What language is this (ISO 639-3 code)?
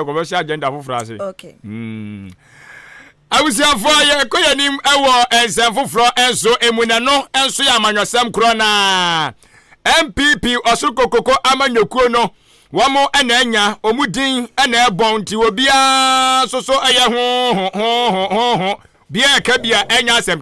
aka